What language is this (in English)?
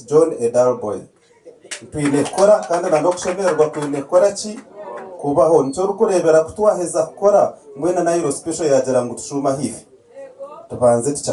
Nyankole